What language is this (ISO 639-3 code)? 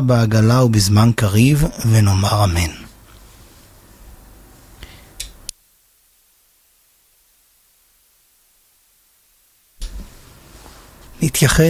heb